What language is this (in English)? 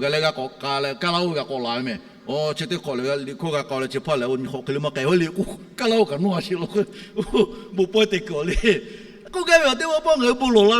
Lahu